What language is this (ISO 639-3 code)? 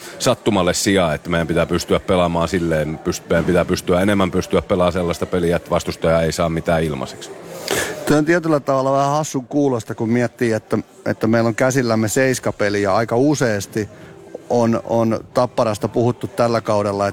fin